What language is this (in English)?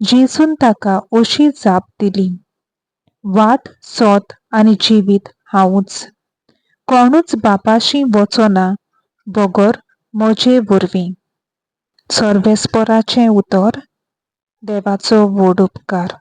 Konkani